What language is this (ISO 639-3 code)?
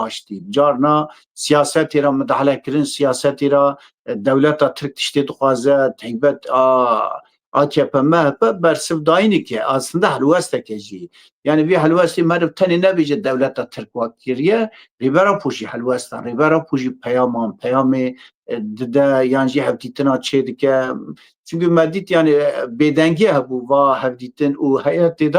kur